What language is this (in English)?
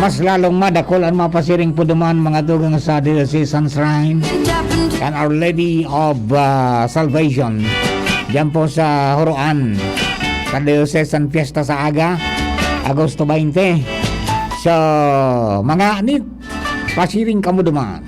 Bikol